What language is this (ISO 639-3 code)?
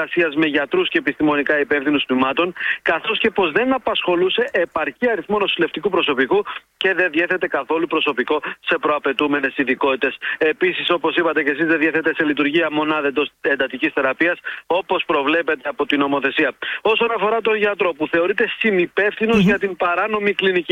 ell